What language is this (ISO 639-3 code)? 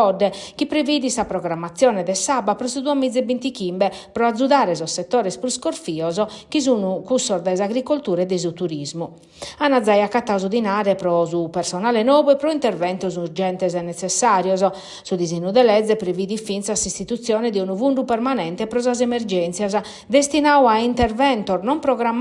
srd